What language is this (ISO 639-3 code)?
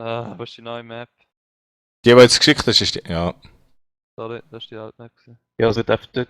gsw